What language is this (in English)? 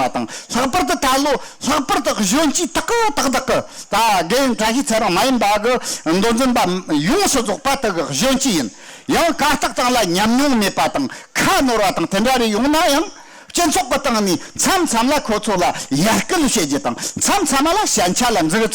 Tibetan